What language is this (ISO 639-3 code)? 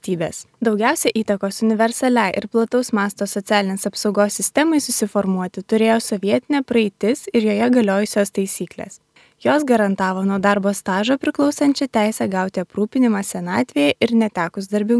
lit